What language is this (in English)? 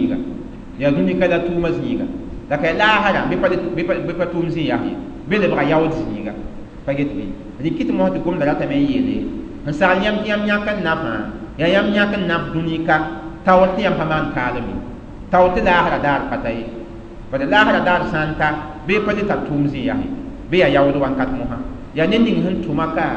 Mossi